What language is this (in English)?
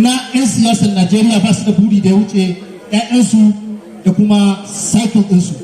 Hausa